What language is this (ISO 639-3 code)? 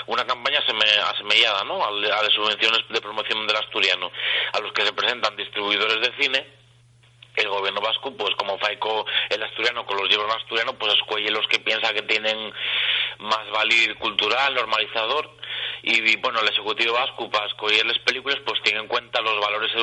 ast